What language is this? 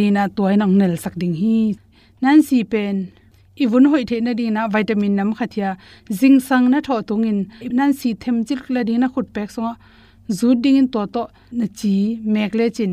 Tedim Chin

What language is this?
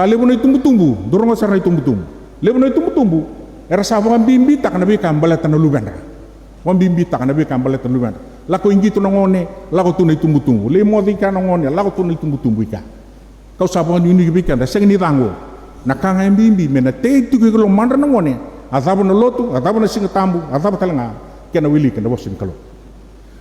Fijian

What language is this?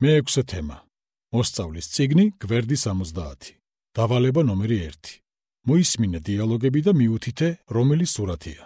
Georgian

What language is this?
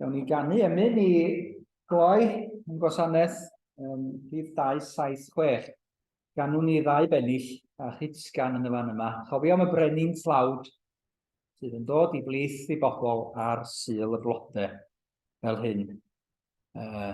Welsh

